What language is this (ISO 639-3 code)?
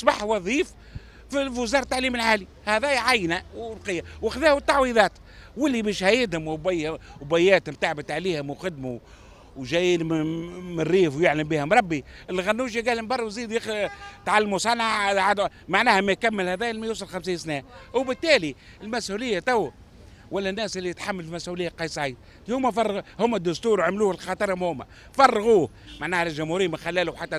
aeb